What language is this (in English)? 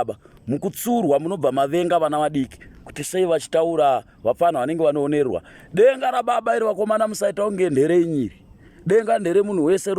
Shona